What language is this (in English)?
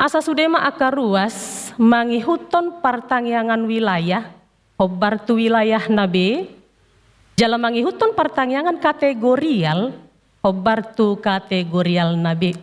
Batak Toba